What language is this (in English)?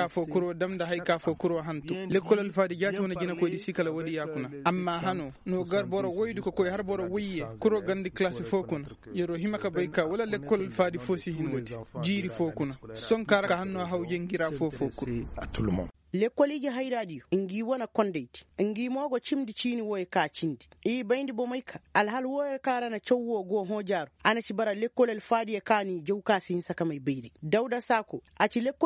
Koyraboro Senni